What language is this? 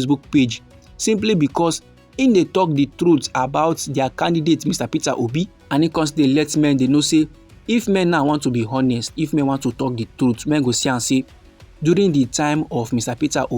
Nigerian Pidgin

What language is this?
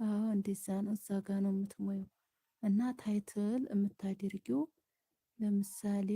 Amharic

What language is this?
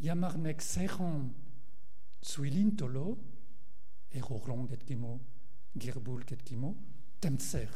Mongolian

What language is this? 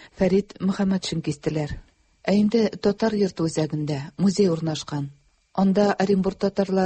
Tatar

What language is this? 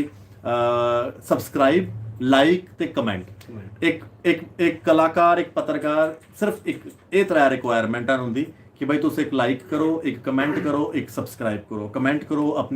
Dogri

